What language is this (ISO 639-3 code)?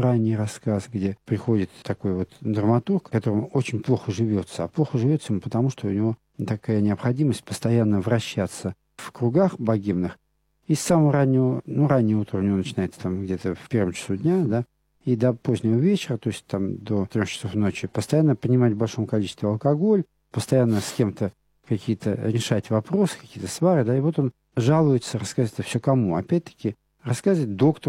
rus